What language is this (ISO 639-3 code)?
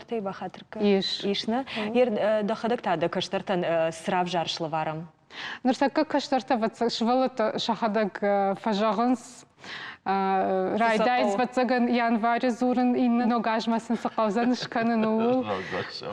oss